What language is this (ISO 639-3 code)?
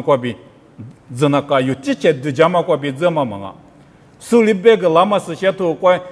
lis